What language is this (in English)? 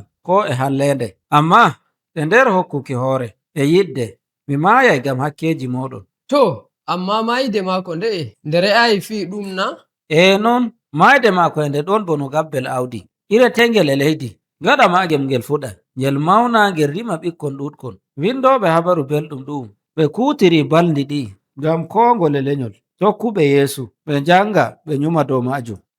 Nigerian Fulfulde